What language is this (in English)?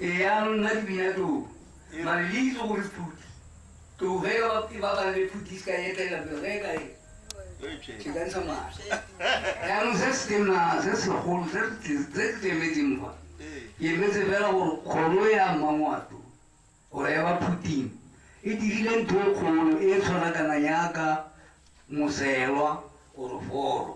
Tswana